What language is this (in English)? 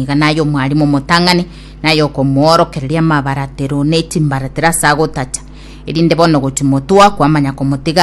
Gusii